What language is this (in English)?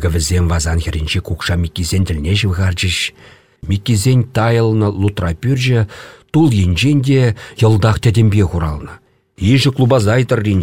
Chuvash